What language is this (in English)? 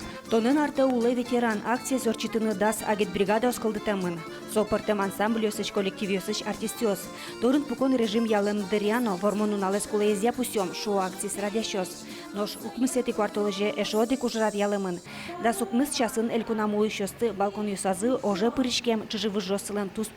Udmurt